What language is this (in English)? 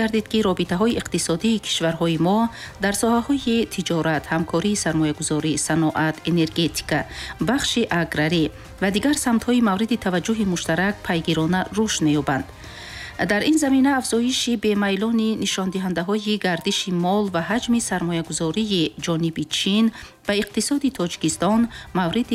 Tajik